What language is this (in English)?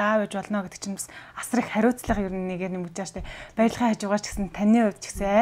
Mongolian